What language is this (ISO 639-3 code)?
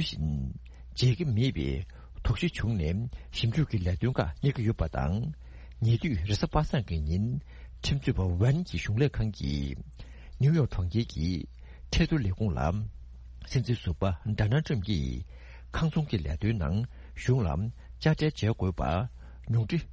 bod